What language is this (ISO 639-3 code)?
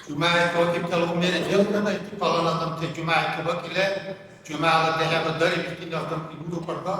dar